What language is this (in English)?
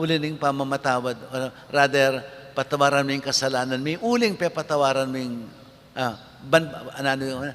Pampanga